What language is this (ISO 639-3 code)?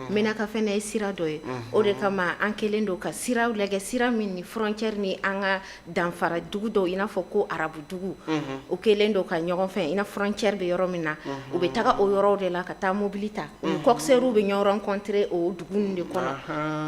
bam